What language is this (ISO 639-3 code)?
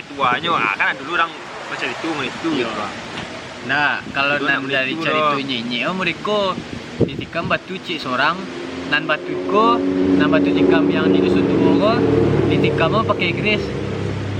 min